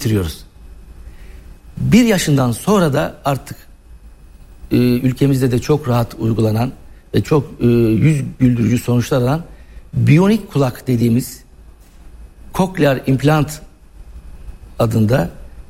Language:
Turkish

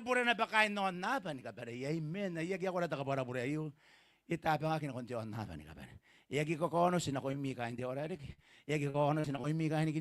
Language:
Gilbertese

